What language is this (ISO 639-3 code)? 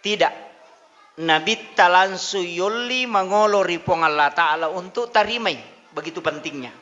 bug